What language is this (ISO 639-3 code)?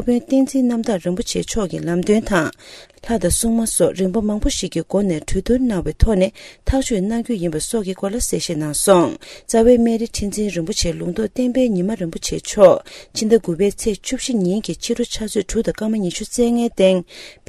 bod